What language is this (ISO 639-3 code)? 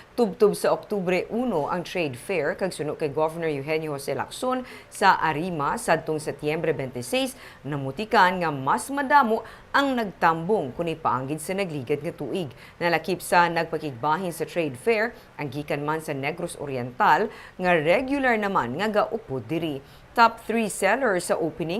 hil